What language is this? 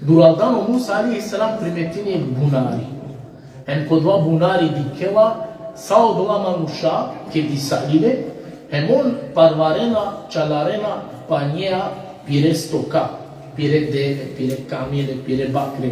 Balkan Romani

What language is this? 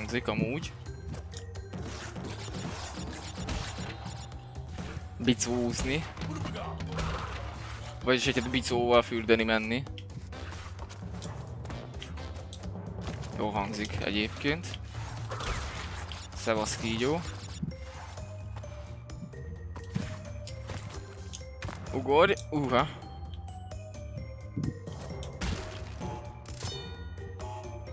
Hungarian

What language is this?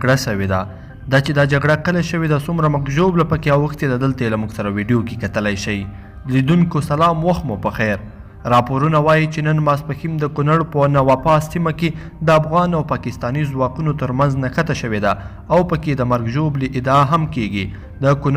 Pashto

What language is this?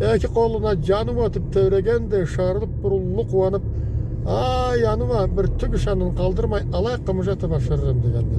Karachay-Balkar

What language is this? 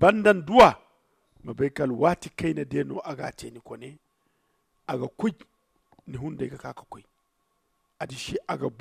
Zarma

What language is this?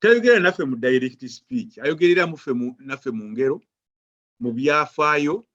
Ganda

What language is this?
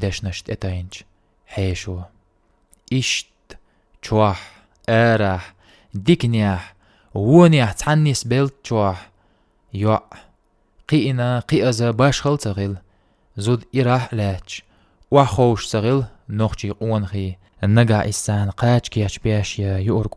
Chechen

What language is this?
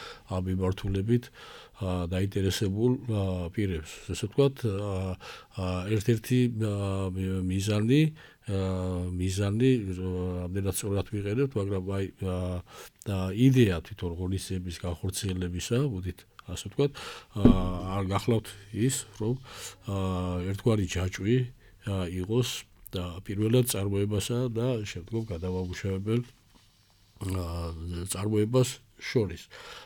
Georgian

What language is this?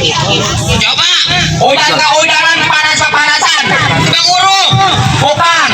Betawi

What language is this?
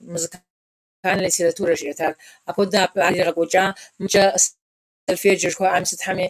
Kabardian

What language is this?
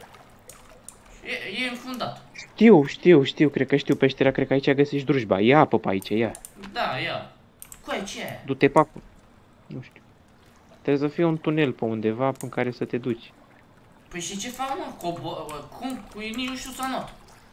Romanian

